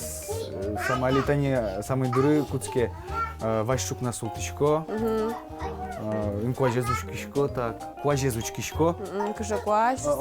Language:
Udmurt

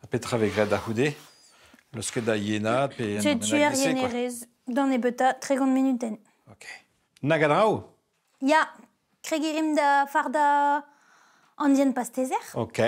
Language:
Breton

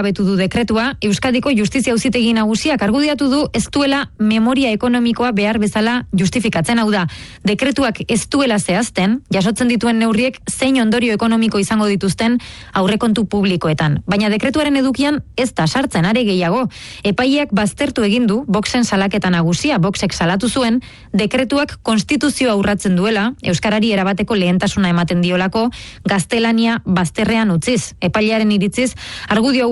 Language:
Basque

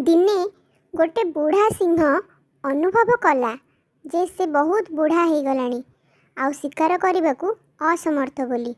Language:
Odia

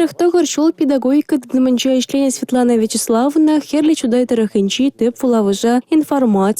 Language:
Chuvash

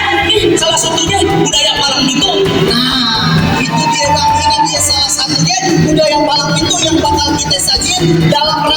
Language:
Betawi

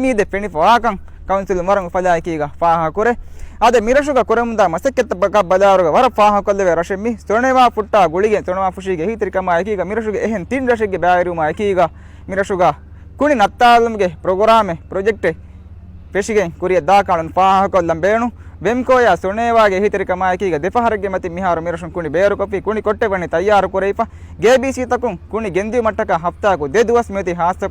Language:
Divehi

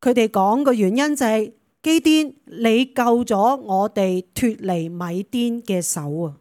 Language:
Cantonese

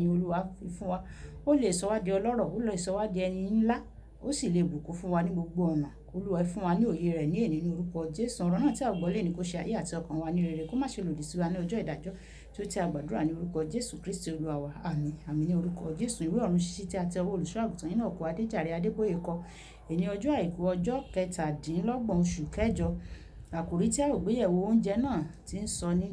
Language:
Yoruba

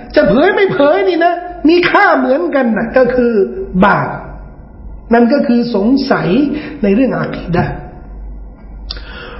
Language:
Thai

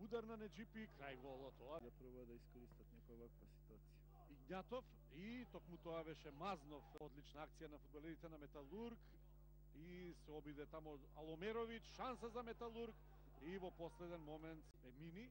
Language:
Macedonian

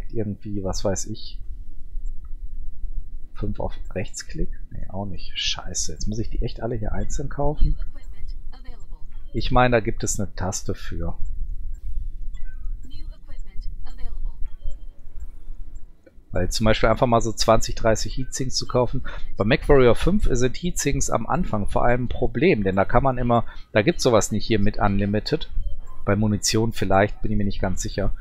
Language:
German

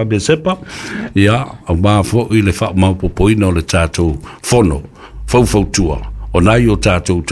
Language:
Samoan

